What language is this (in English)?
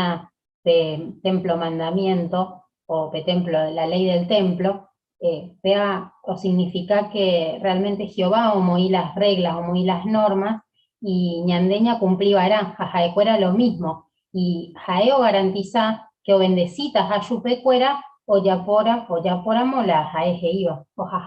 Guarani